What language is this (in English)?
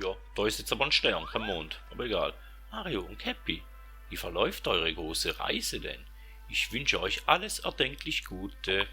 Swiss German